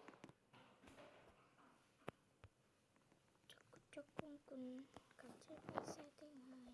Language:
Lao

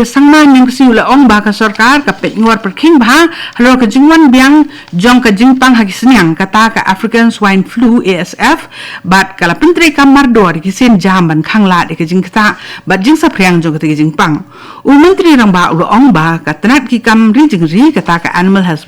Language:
Khasi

